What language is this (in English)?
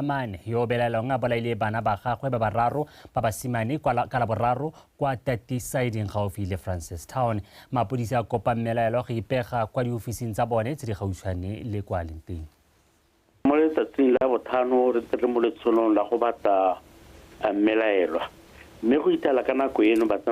Tswana